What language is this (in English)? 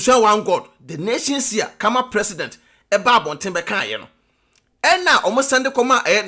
Akan